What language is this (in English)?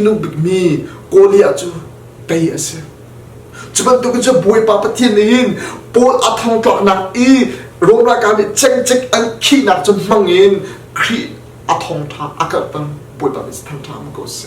Hakha Chin